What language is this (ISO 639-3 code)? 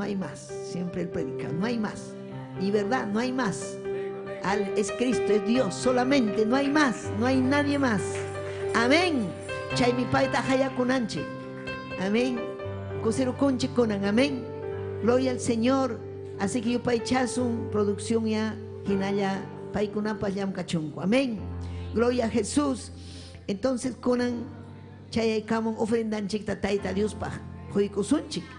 quy